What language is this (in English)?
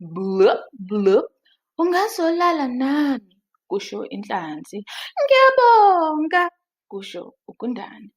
Zulu